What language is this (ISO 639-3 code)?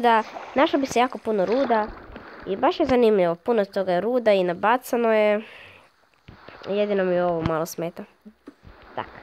hrv